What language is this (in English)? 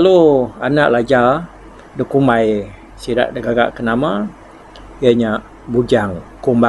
Iban